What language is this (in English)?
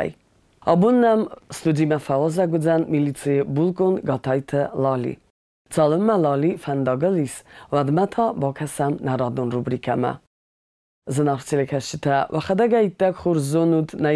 Ossetic